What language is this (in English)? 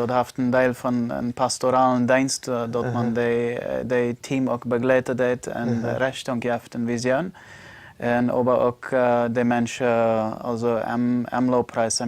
Plautdietsch